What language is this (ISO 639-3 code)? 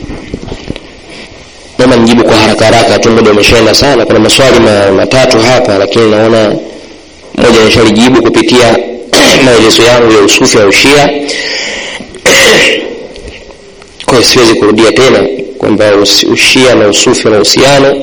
swa